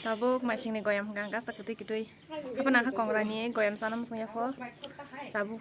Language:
Kok Borok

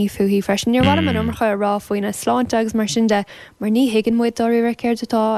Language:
Irish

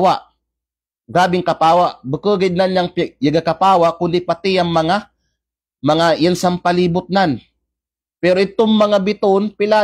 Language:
Kalagan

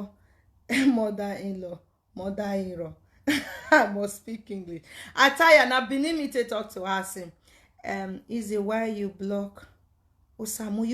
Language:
Nigerian Pidgin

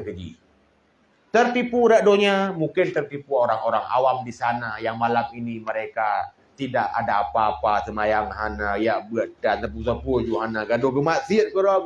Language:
Achinese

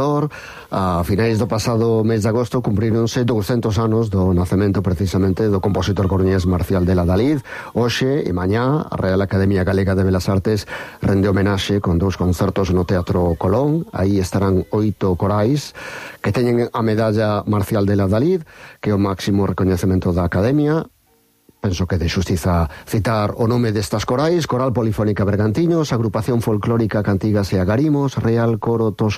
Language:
Galician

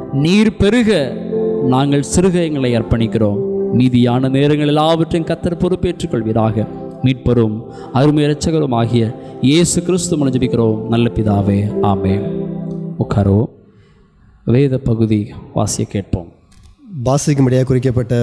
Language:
Tamil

